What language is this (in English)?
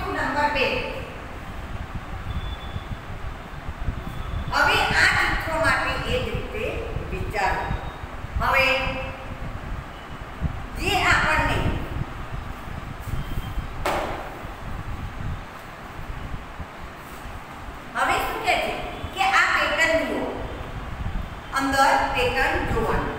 Gujarati